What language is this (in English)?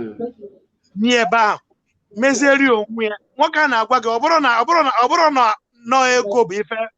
Igbo